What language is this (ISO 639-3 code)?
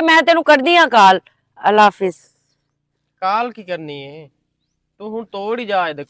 lah